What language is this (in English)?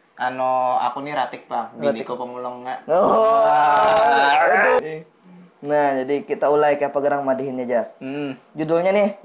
Banjar